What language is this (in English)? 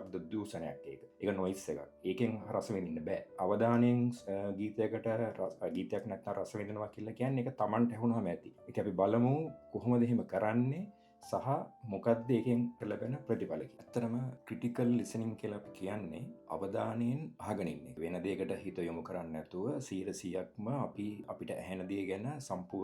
Sinhala